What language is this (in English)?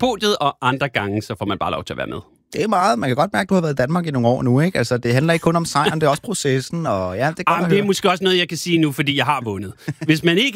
Danish